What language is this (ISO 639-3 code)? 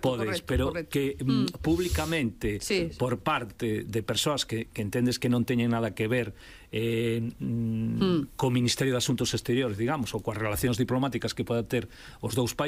glg